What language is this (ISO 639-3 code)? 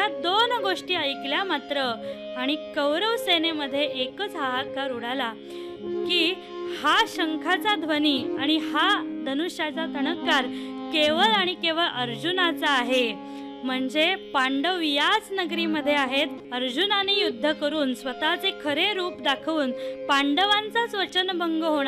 mar